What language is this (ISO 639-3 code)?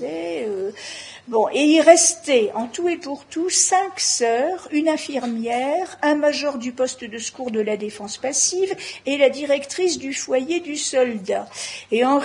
fra